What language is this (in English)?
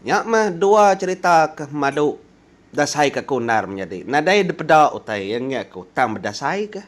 Iban